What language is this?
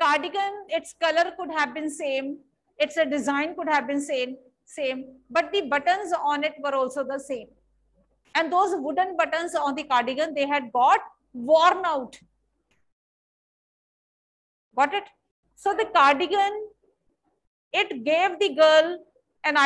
English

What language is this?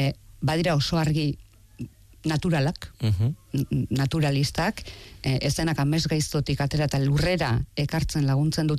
Basque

